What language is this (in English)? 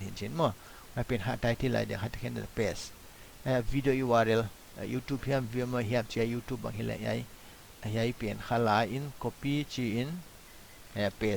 Paite Chin